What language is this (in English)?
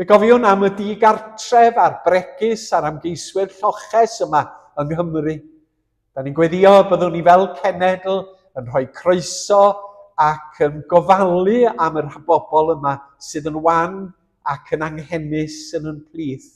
Welsh